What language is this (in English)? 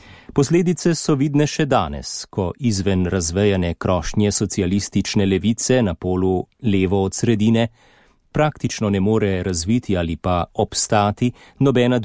Slovenian